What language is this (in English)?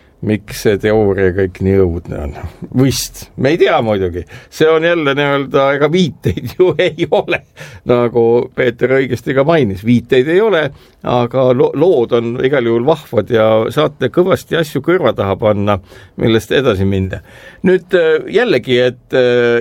Estonian